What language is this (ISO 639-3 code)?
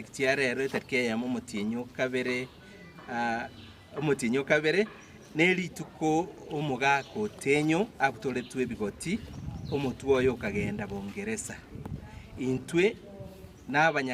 guz